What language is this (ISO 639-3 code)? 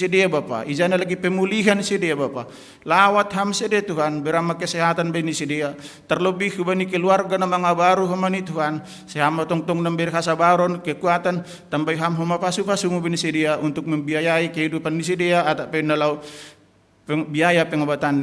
bts